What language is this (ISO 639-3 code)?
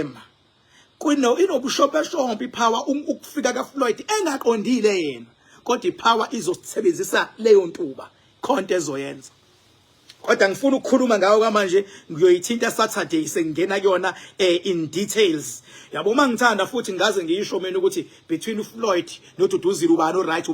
zul